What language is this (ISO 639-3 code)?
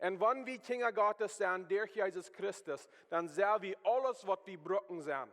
pdt